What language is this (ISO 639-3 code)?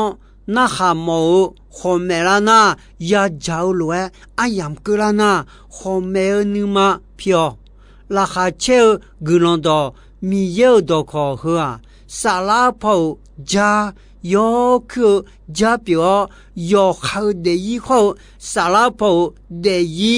ahk